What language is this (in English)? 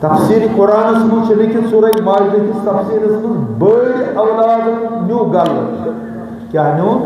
Kashmiri